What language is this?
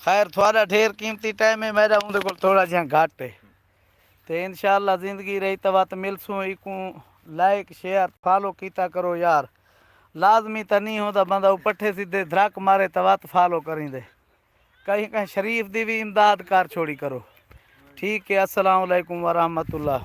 Saraiki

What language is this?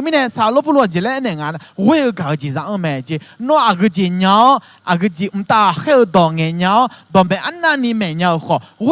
Akha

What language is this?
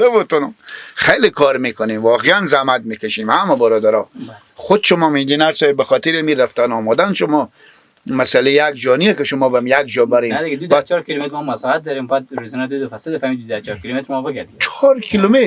Persian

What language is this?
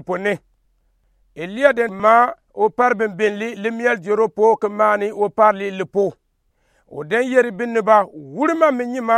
Gourmanchéma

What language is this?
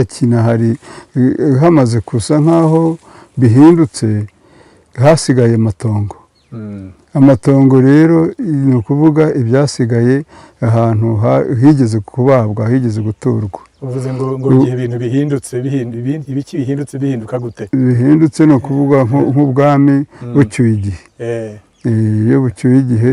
Kinyarwanda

